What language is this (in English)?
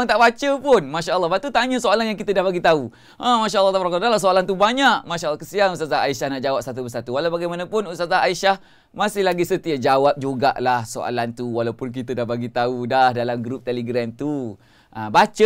Malay